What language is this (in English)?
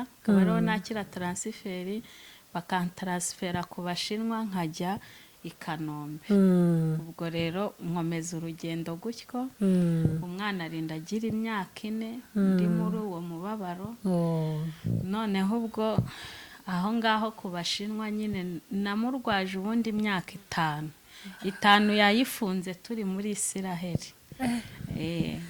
Kinyarwanda